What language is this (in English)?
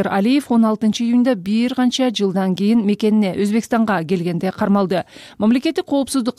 Kyrgyz